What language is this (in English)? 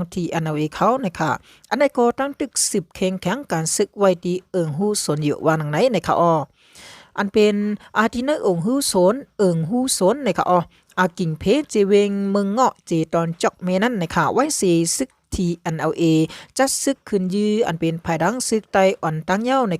Shan